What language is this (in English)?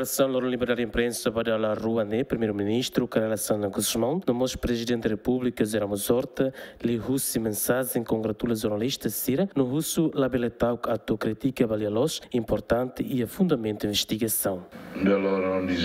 Tetum